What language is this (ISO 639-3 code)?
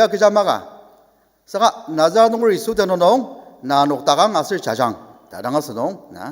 njo